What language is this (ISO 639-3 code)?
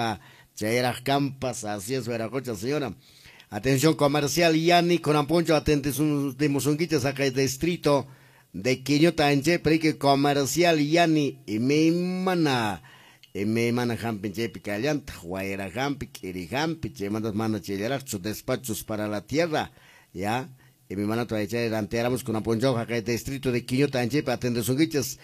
que